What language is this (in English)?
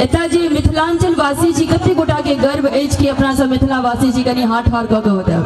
Maithili